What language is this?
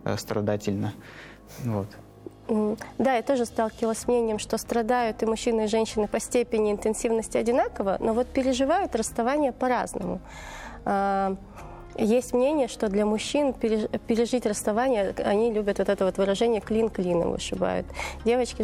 Russian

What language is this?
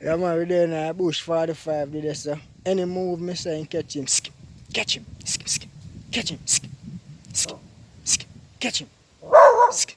Jamaican Creole English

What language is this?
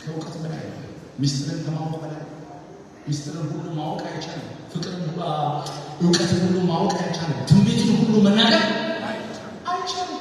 Amharic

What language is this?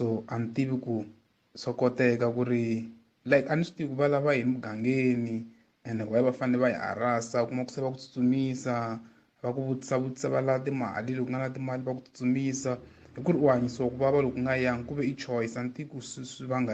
Tsonga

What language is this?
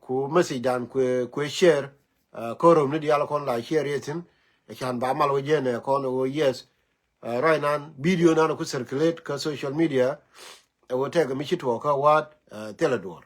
Nuer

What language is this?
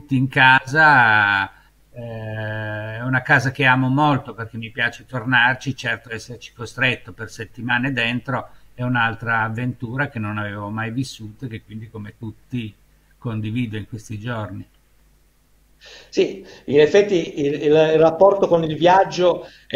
Italian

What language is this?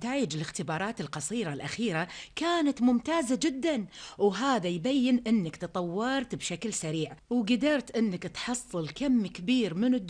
Gulf Arabic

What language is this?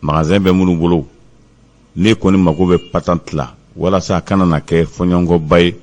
Bambara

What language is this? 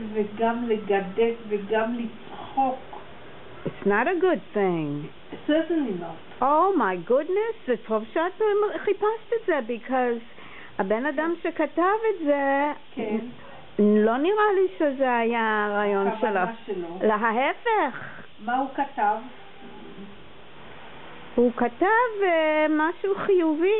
Hebrew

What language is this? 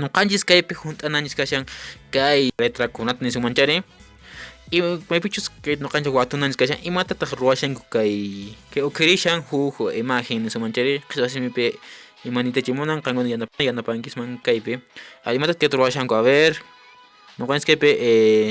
Quechua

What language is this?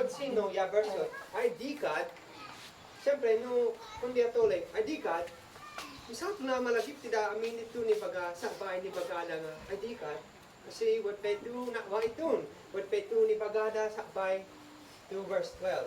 Isnag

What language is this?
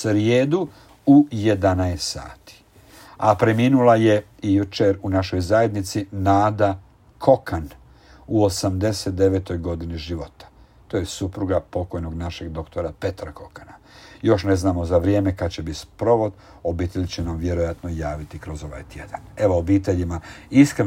Croatian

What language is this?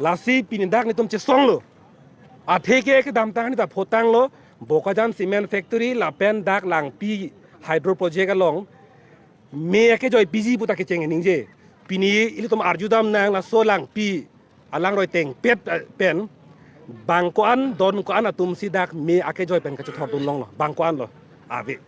Karbi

